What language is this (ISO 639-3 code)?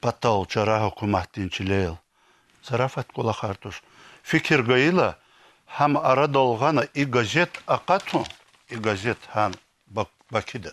lez